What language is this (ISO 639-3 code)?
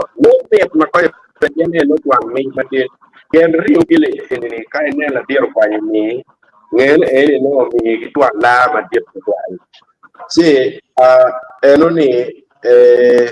ach